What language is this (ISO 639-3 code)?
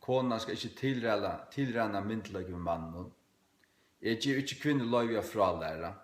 fao